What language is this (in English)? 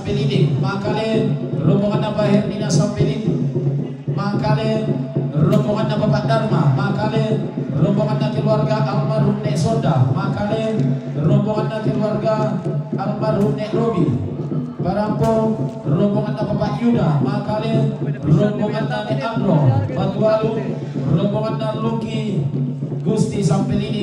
Toraja-Sa'dan